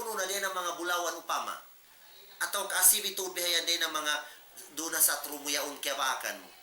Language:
Tausug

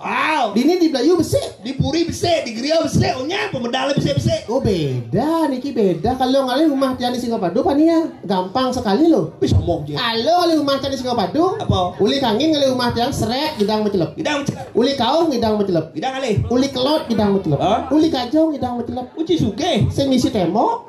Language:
Balinese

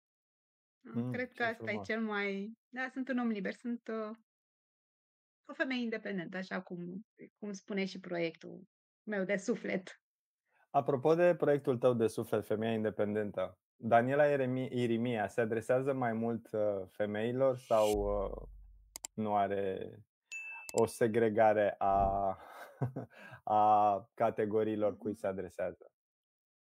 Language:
Romanian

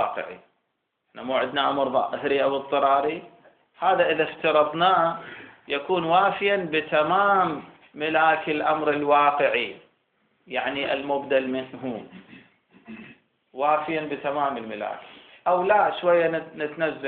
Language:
Arabic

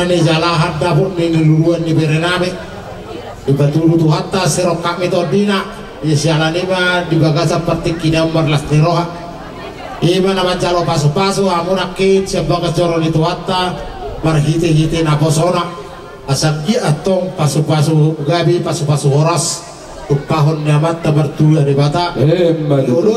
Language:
Batak Toba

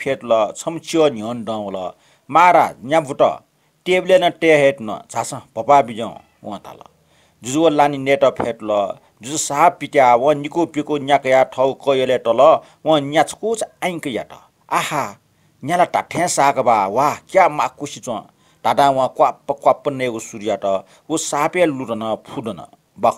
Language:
Newari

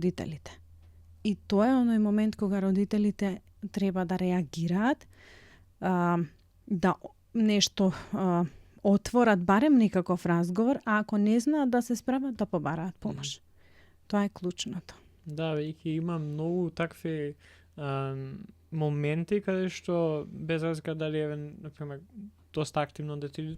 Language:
Macedonian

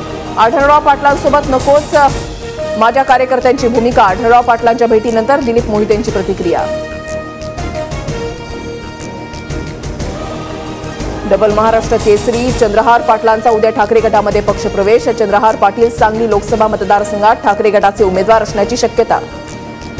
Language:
Marathi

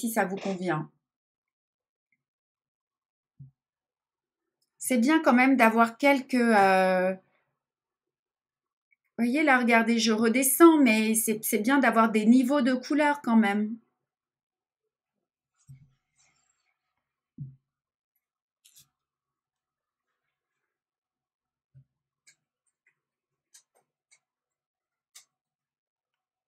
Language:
French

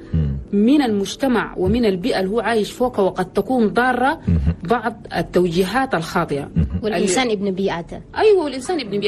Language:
Chadian Arabic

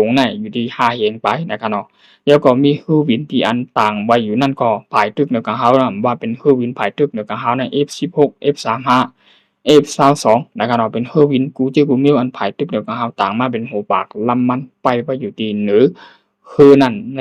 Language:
Shan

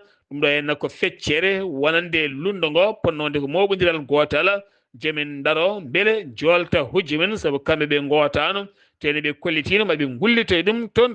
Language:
Fula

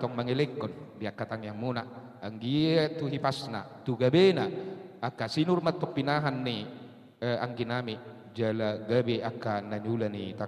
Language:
Batak Toba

